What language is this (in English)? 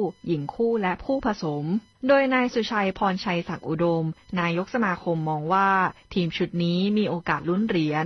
Thai